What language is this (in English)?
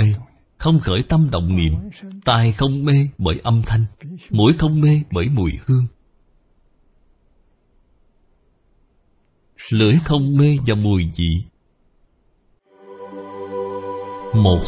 Vietnamese